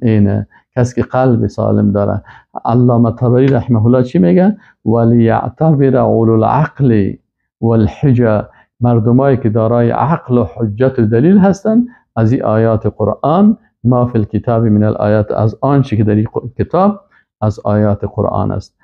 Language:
Persian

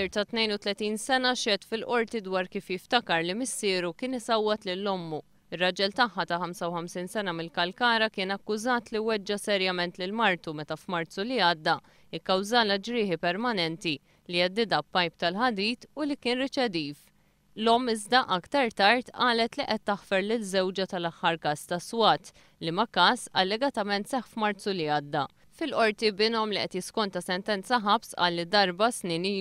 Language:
Maltese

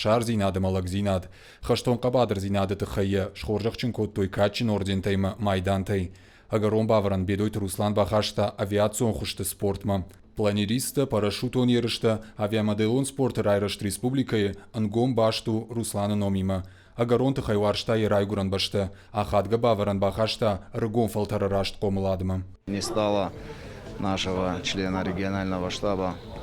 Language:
Ossetic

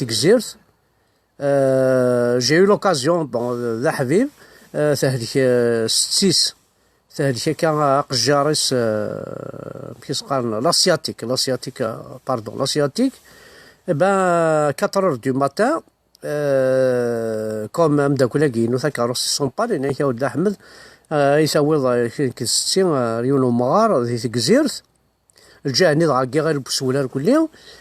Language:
Kabyle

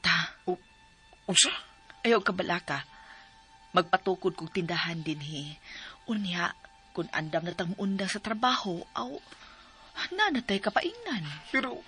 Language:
Cebuano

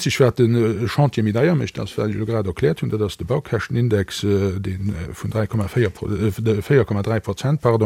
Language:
Luxembourgish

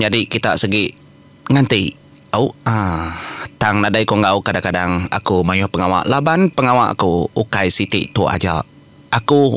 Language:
Iban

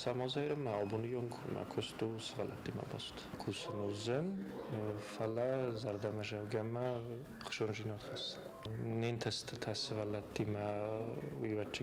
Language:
Ossetic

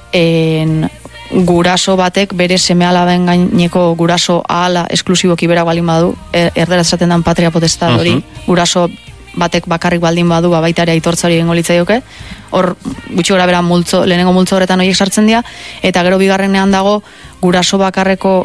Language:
Basque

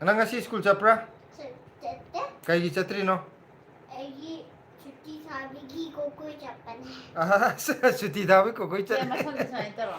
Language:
Manipuri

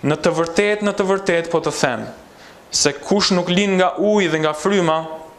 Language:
Albanian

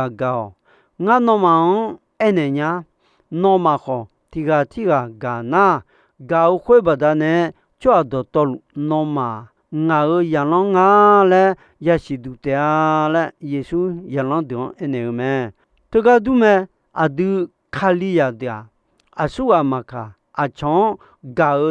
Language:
Akha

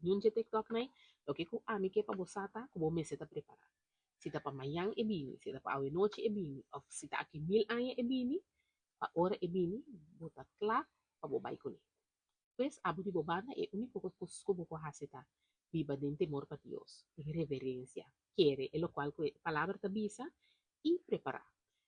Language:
Papiamento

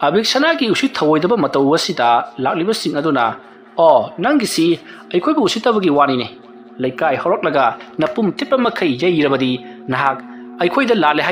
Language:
Manipuri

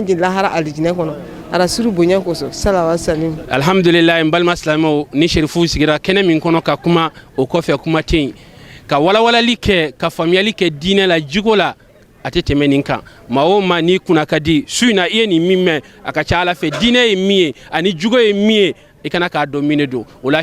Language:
Bambara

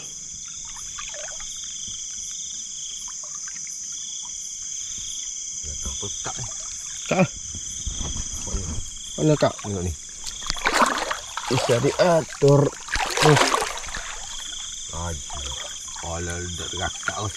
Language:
Malay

